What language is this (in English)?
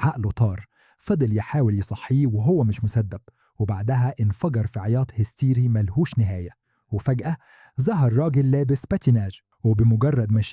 Egyptian Arabic